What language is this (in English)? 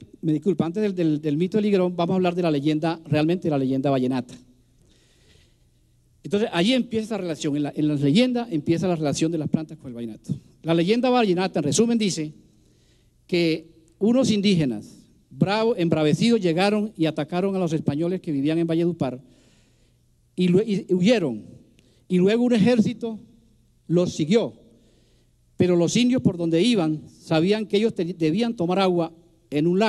Spanish